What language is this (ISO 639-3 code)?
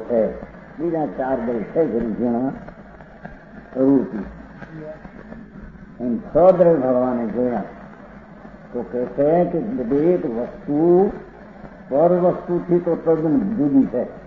guj